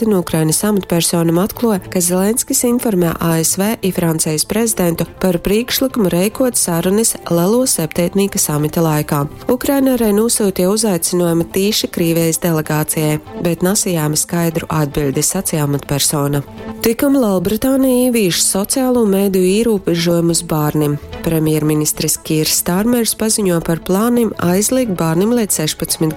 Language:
Latgalian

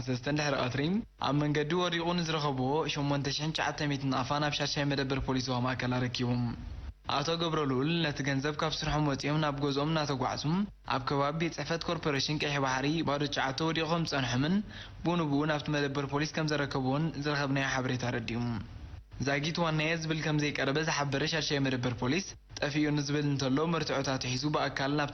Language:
Tigrinya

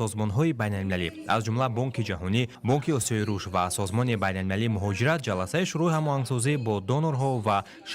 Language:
Tajik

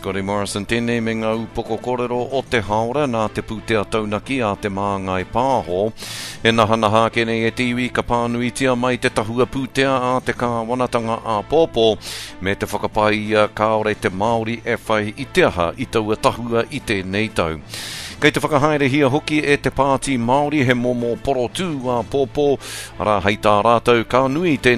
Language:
Māori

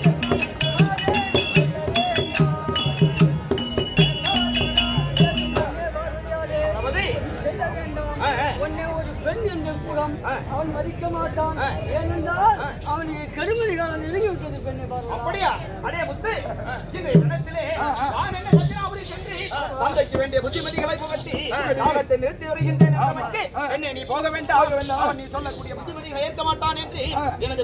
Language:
Tamil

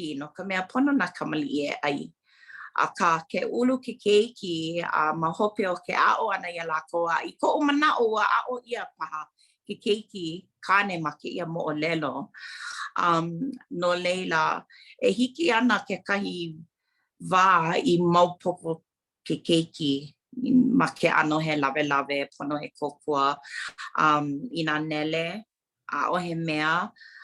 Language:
Hawaiian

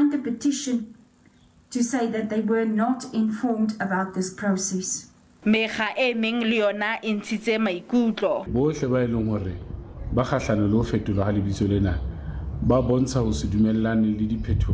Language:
Southern Sotho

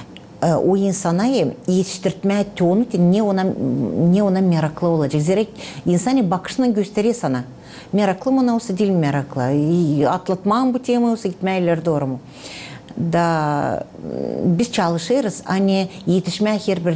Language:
Gagauz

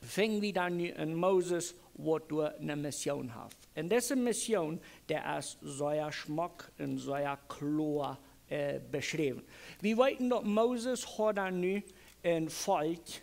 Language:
Plautdietsch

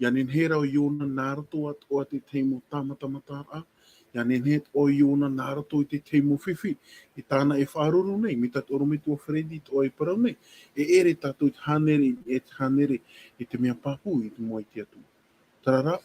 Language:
Tahitian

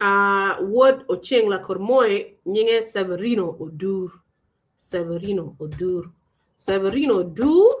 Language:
Acoli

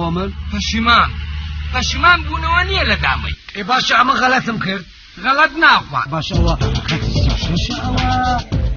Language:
Kurdish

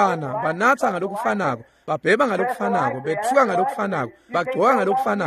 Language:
Swati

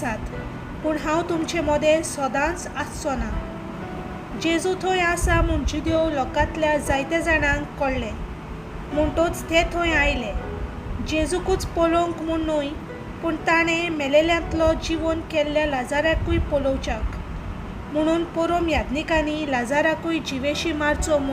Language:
Konkani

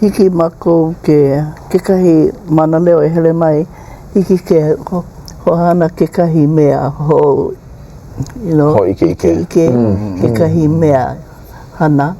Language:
Hawaiian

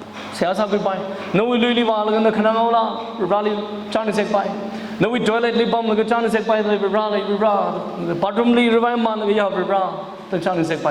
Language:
Tangkhul Naga (India)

